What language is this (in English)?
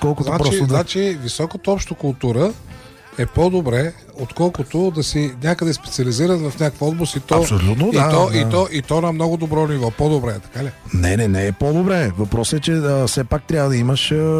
Bulgarian